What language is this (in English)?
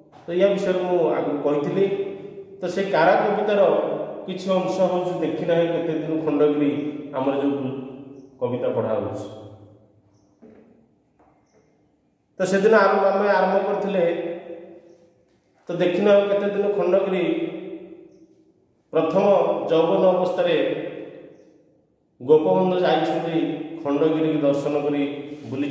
Odia